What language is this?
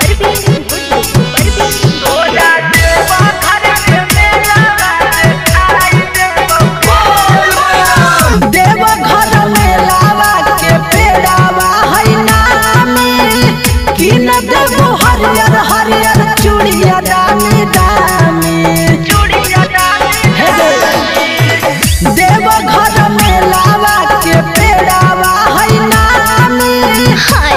Bhojpuri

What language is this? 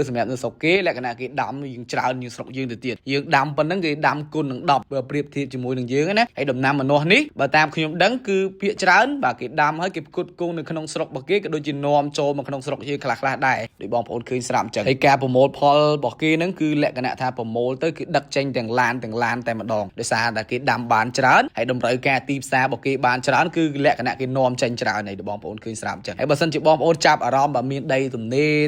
Khmer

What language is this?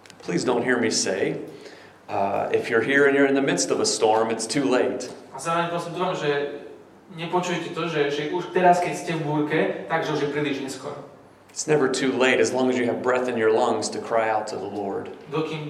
Slovak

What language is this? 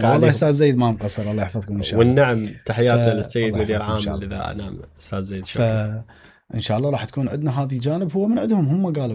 Mesopotamian Arabic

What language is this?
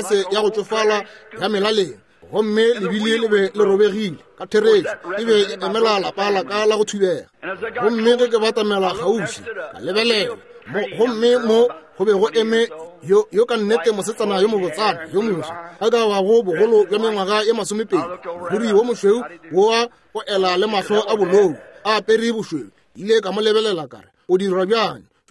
Northern Sotho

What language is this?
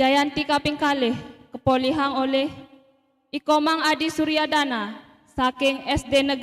Balinese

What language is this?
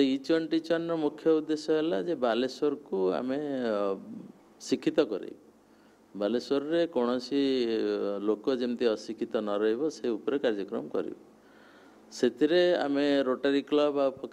Odia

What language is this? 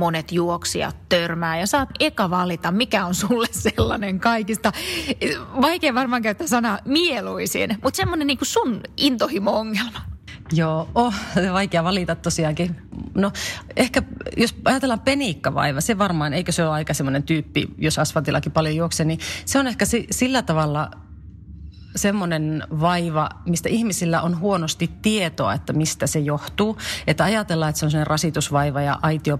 Finnish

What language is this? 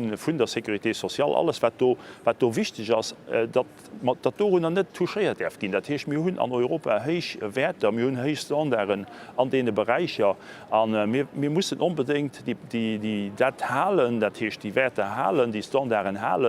Luxembourgish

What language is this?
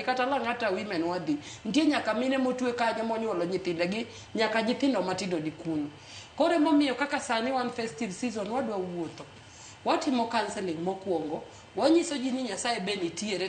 Luo (Kenya and Tanzania)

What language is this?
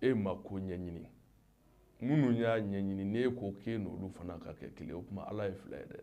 Bambara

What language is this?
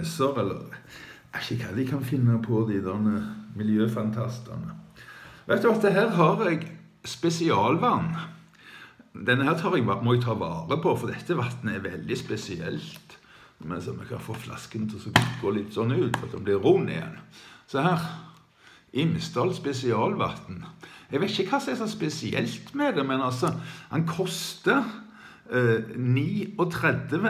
Norwegian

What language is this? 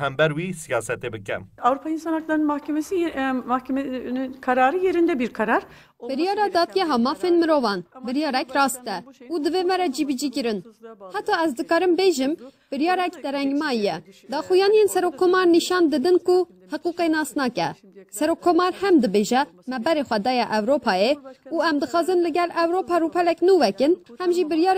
Kurdish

